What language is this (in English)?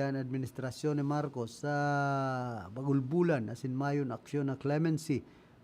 Bikol